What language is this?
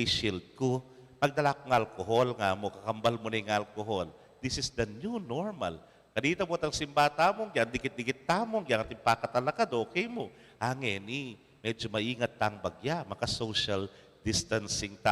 Pampanga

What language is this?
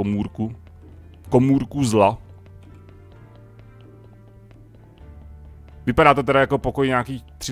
Czech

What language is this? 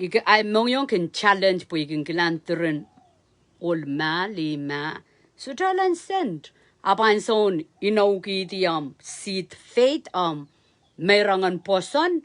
Pohnpeian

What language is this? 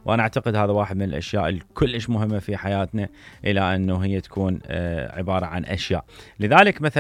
Mesopotamian Arabic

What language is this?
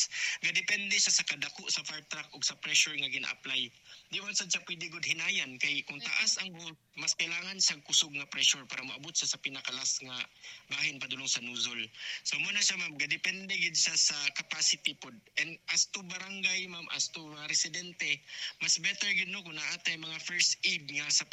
Cebuano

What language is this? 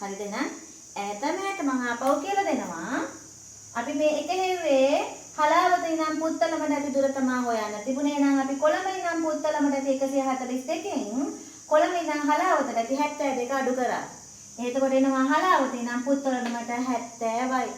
Sinhala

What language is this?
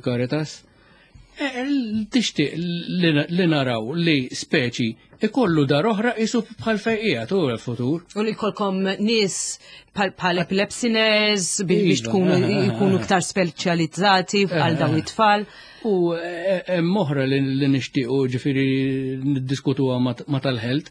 Maltese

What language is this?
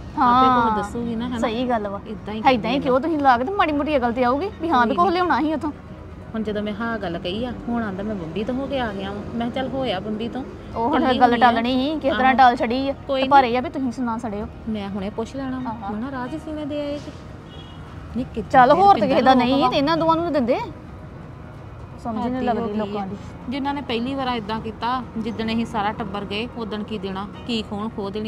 Punjabi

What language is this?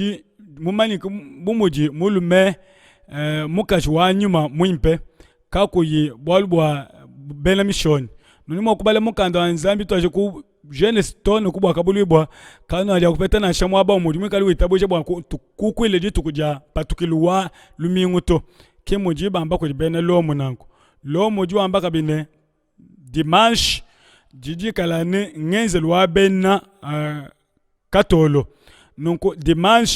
Luba-Lulua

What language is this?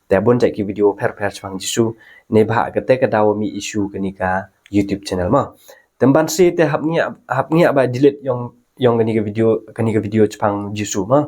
Khasi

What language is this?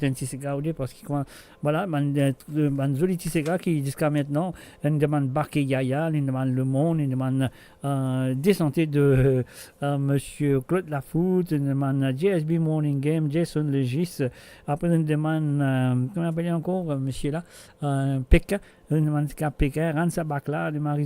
Morisyen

